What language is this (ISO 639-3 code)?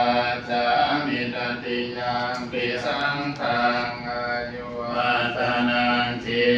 pli